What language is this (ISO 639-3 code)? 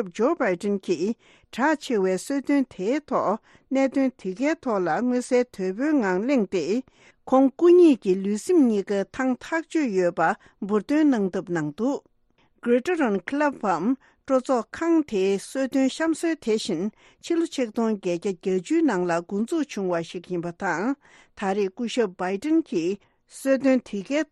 bod